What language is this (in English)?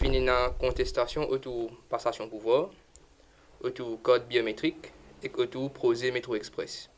Morisyen